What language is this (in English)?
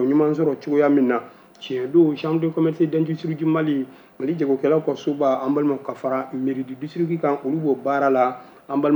Bambara